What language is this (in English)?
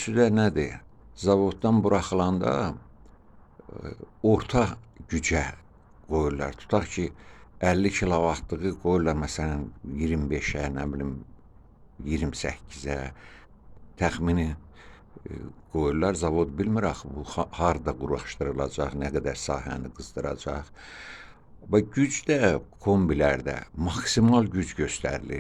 Azerbaijani